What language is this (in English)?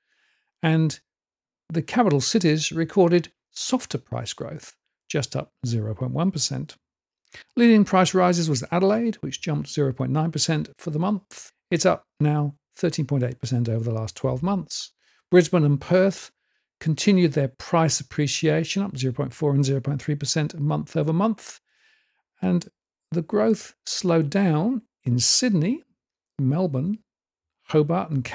English